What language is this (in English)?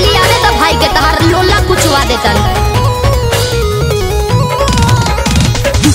Bhojpuri